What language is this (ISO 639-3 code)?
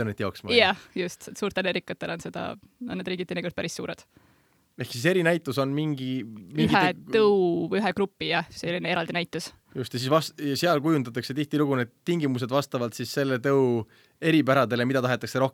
est